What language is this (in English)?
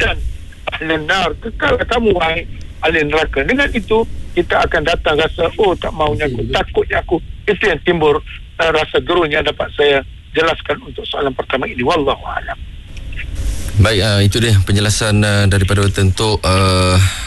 Malay